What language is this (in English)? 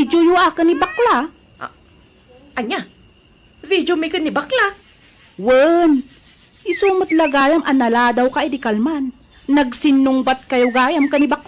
Iloko